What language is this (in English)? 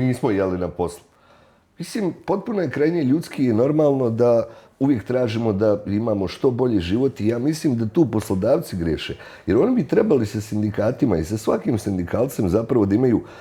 Bosnian